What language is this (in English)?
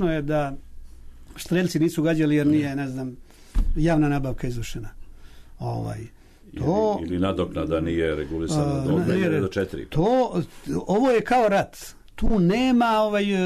Serbian